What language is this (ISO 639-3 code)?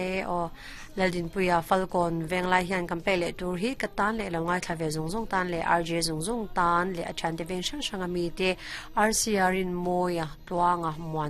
lus